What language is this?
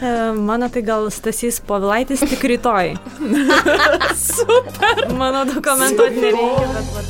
Lithuanian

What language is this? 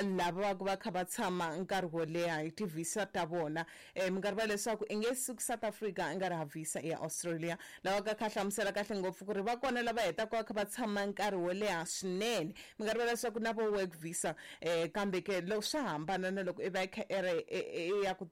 Tsonga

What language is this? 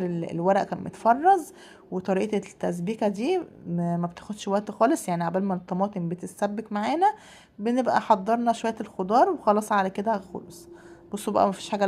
Egyptian Arabic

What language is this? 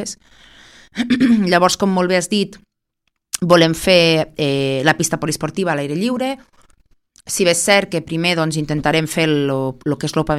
Catalan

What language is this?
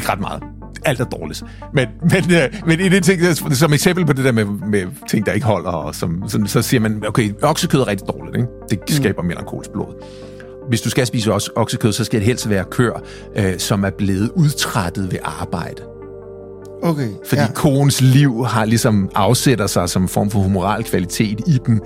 Danish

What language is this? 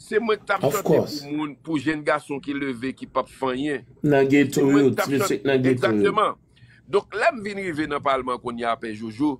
Haitian Creole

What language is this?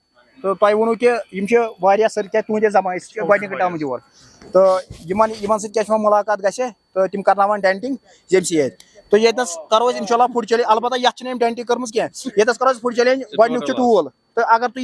Kashmiri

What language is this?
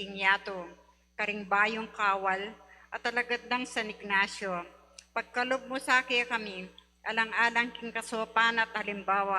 Pampanga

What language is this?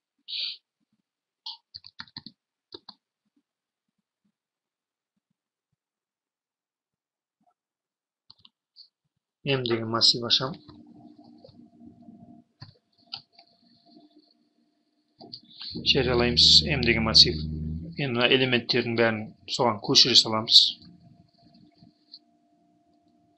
Kazakh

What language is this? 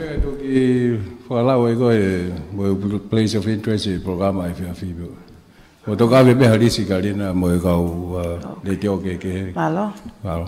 Tongan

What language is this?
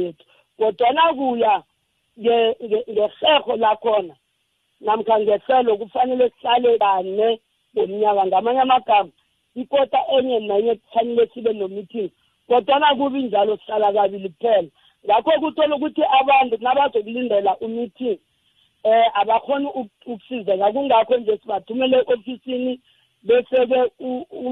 South Ndebele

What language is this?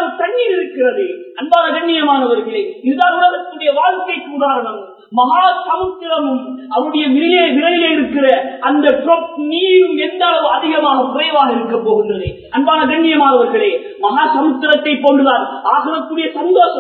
Tamil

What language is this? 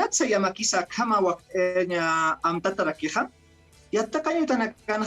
Aymara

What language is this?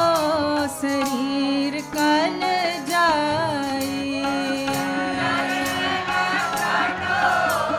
Hindi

